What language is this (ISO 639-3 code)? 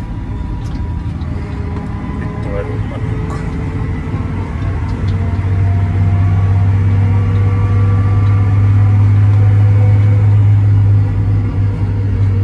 fin